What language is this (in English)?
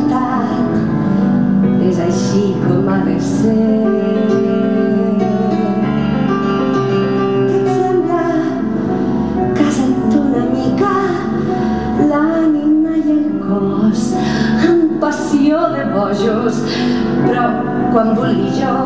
Catalan